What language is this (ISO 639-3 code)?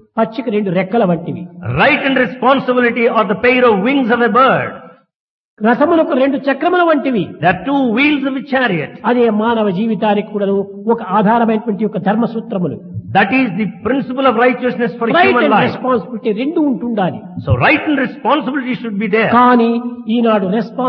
tel